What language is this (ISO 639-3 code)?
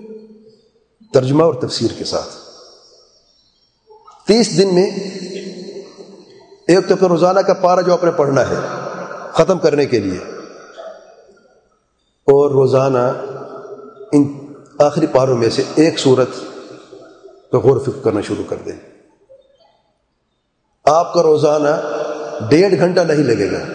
urd